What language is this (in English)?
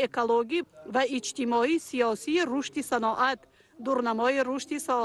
Tajik